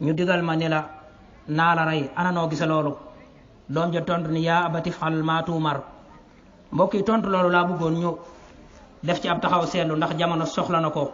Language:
Wolof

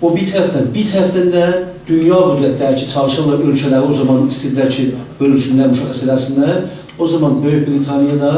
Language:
South Azerbaijani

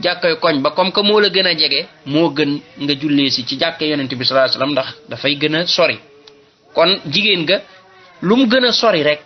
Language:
Wolof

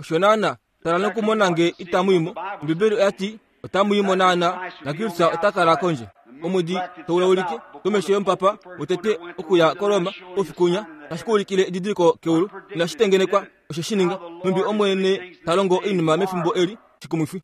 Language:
Kuanyama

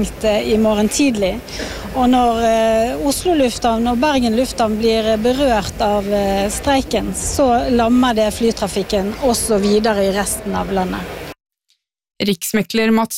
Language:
Norwegian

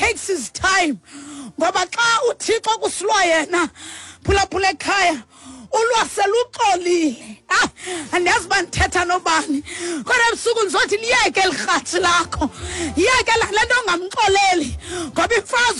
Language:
Xhosa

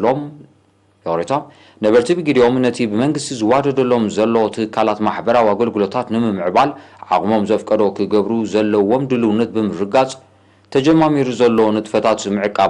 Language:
Tigrinya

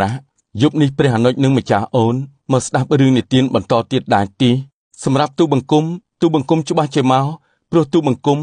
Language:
Khmer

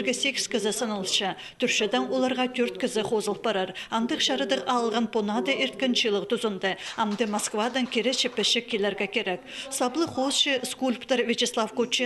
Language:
Khakas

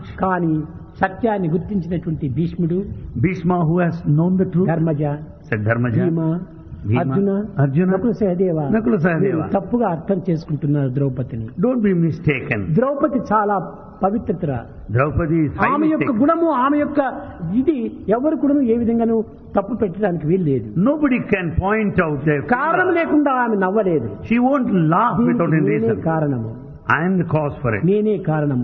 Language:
Telugu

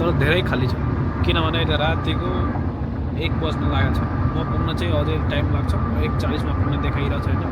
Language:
Nepali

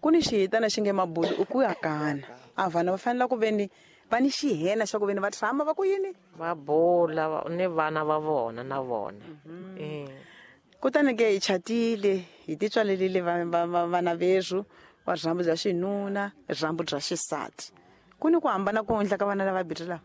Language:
Tsonga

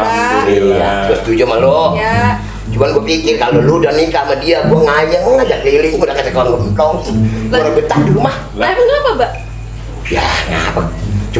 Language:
Betawi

